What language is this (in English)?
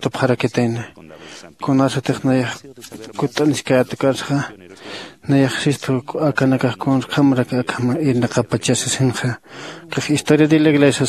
Aymara